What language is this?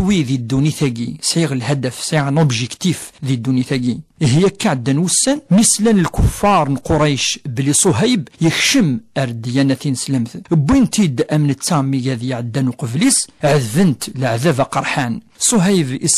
Kabyle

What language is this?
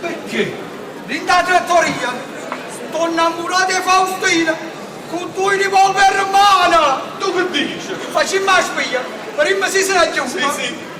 Neapolitan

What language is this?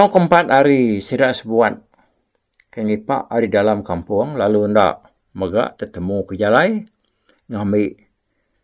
Iban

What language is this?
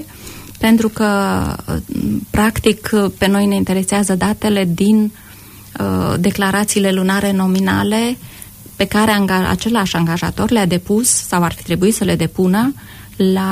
Romanian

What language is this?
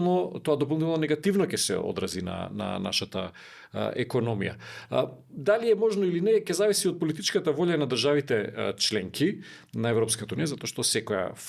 Macedonian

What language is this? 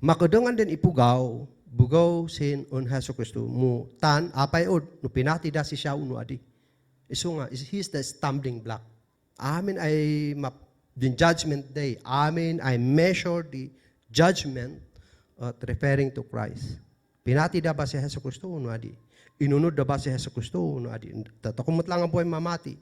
Kankanaey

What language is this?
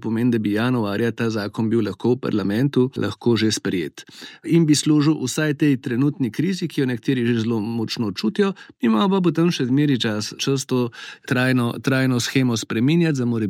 Slovenian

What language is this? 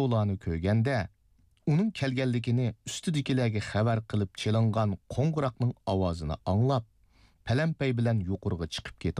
Uyghur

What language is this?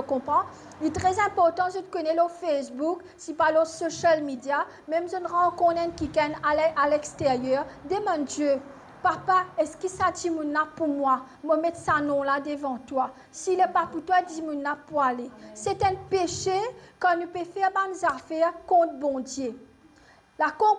Morisyen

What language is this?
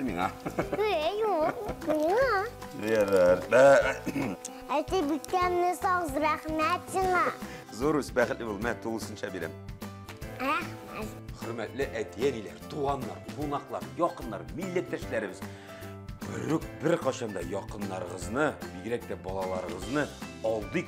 Tatar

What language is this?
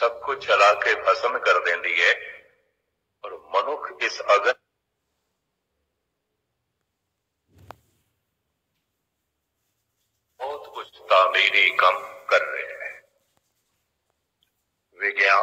Punjabi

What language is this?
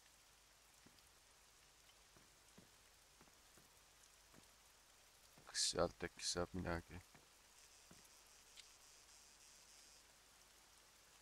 Estonian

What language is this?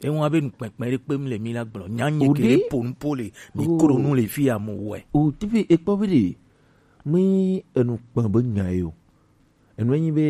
Gen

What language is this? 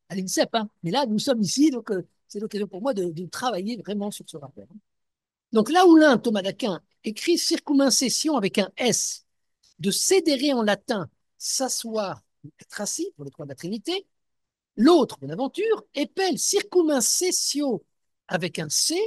French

